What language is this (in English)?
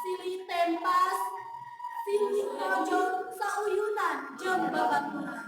Sundanese